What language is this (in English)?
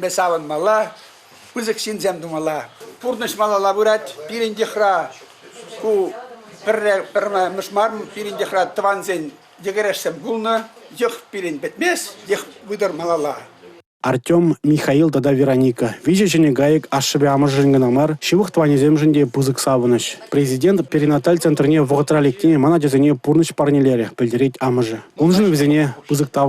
Chuvash